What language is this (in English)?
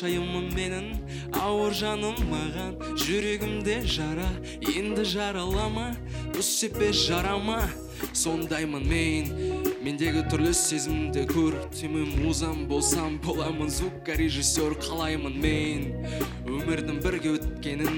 Kazakh